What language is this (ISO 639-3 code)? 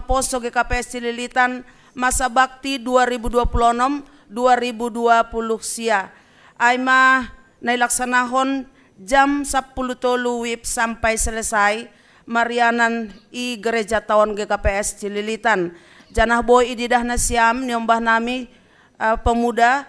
bts